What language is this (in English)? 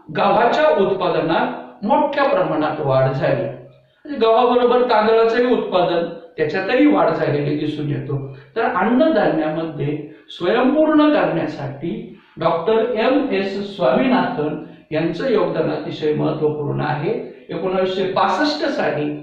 Marathi